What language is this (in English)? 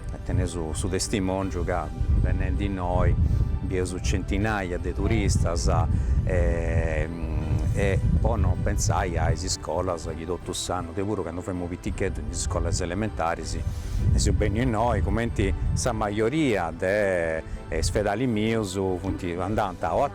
Sardinian